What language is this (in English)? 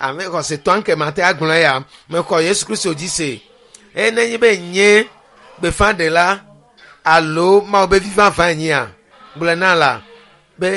Ewe